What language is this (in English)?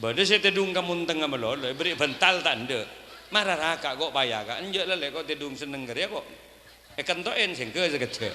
Madurese